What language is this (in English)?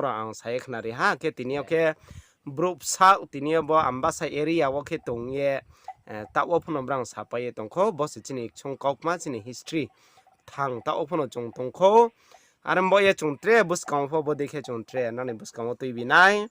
Riang (India)